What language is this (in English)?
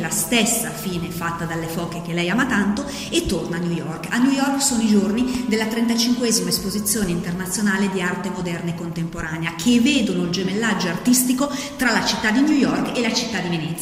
Italian